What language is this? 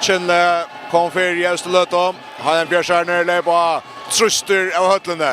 Faroese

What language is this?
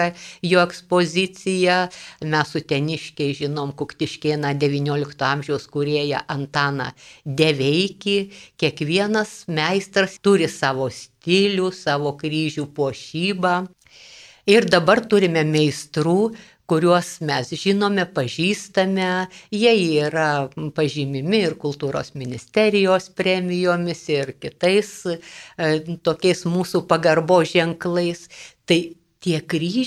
Lithuanian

